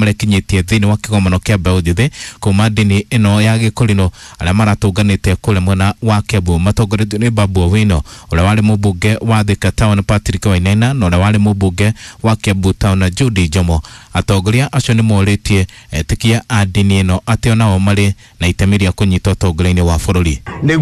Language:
Kikuyu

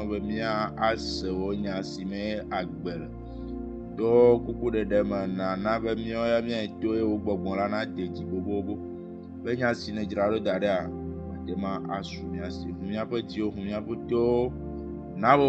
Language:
Ewe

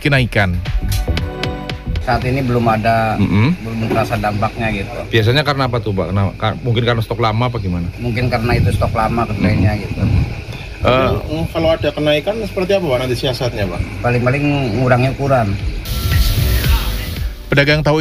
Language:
Indonesian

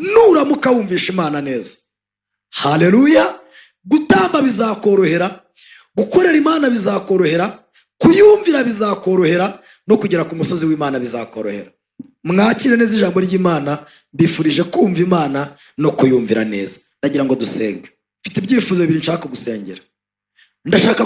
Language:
Kinyarwanda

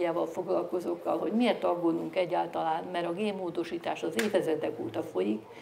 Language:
Hungarian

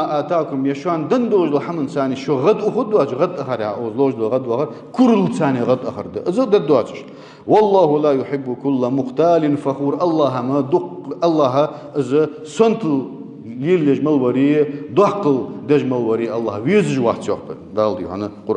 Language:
Ingush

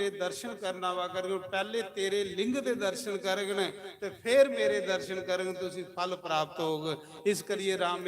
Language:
Dogri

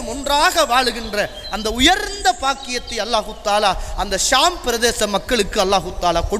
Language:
Tamil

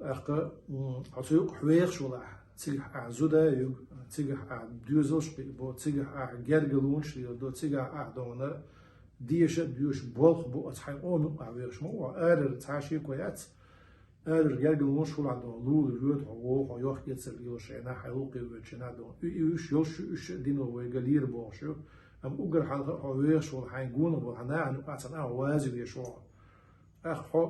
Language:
Chechen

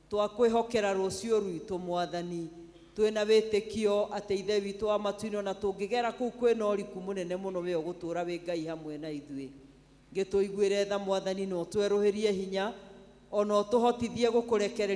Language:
Kikuyu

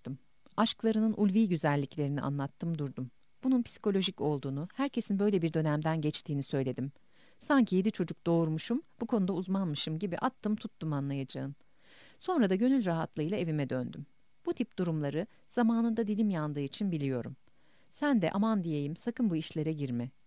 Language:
Turkish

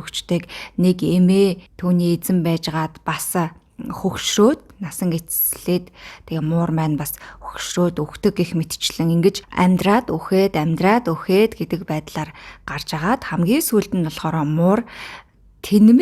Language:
Mongolian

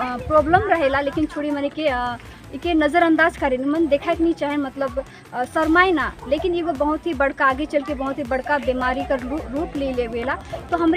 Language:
Sadri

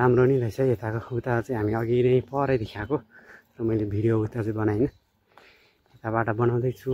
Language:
Nepali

